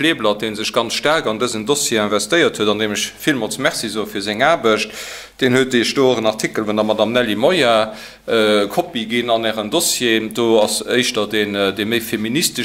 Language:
Luxembourgish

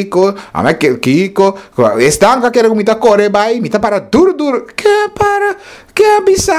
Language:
Papiamento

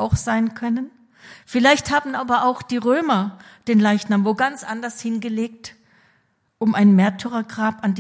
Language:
German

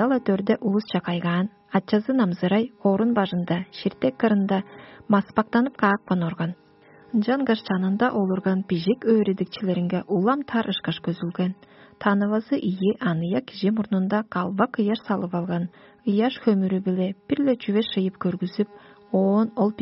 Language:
Tuvinian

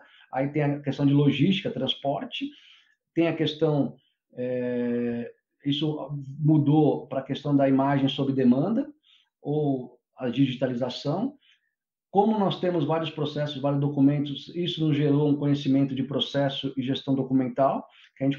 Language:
Portuguese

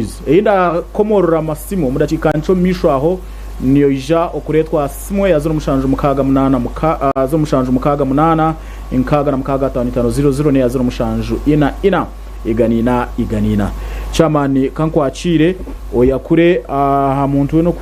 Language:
Nyankole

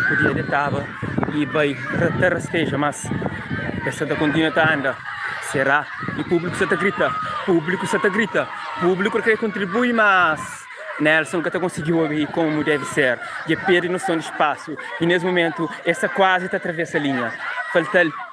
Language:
Kabuverdianu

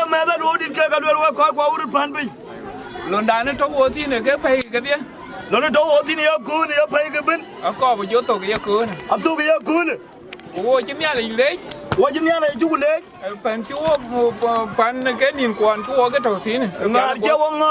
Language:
Nuer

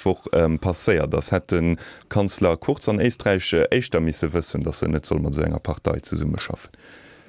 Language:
Luxembourgish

